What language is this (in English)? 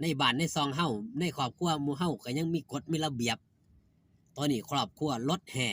Northeastern Thai